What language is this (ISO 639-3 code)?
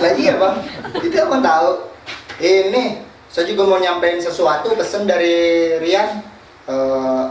bew